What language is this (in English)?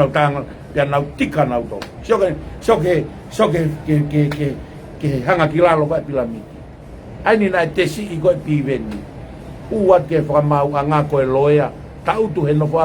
Tongan